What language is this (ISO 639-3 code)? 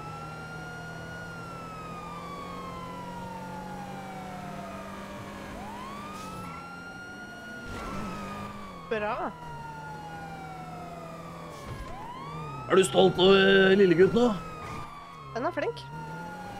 nor